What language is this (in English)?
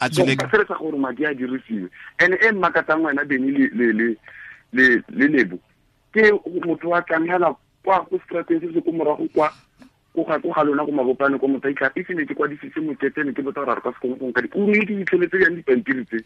Tswana